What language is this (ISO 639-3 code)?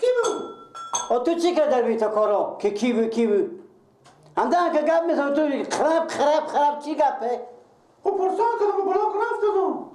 fas